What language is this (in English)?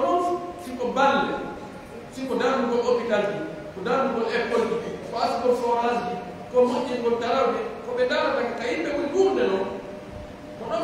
Pular